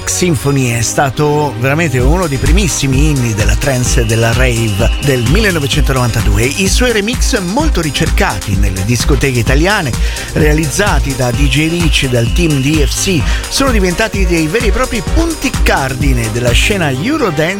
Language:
Italian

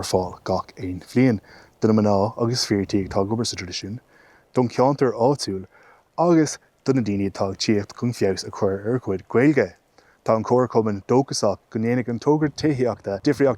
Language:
Irish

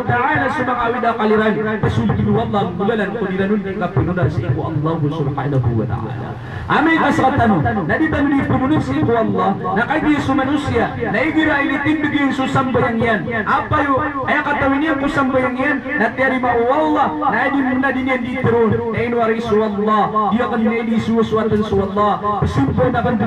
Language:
Maranao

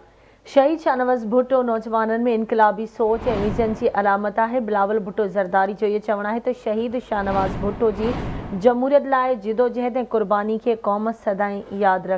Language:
Sindhi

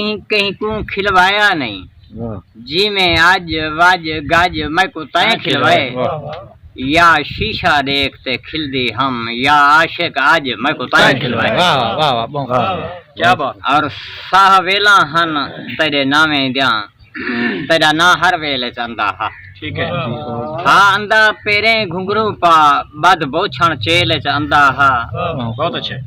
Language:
Saraiki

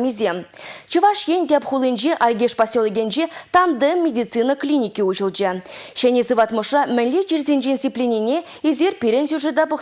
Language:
Chuvash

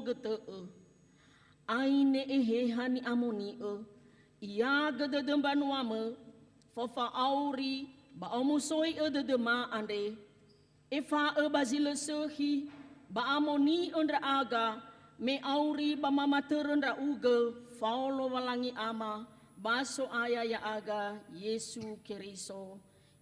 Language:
Nias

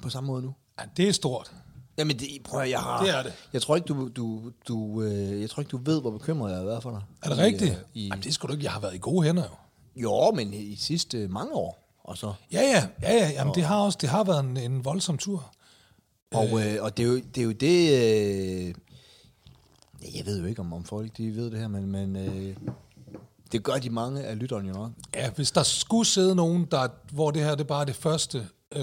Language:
Danish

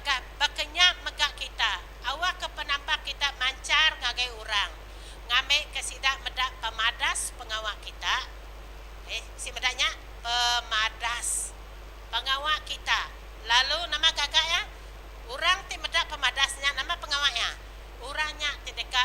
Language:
Iban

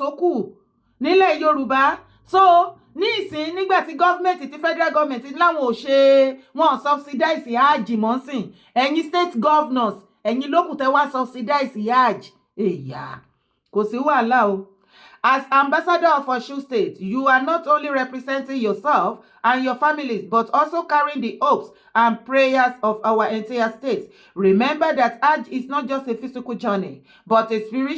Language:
Yoruba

